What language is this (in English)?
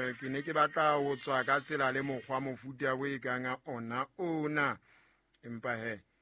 Southern Sotho